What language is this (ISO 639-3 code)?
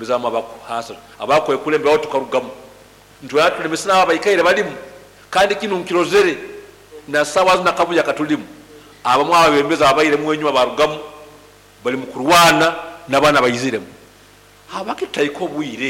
nyn